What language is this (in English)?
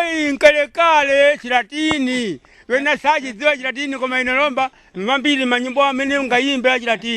Nyanja